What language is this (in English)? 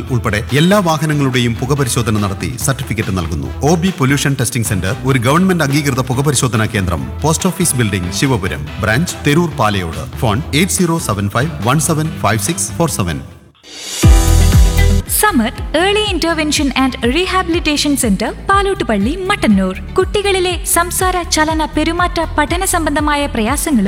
Malayalam